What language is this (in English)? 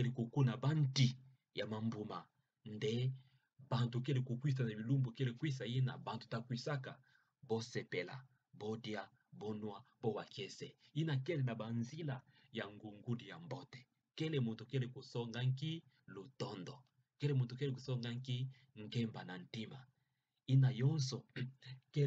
Kituba (Democratic Republic of Congo)